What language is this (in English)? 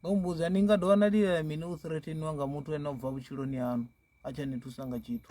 Venda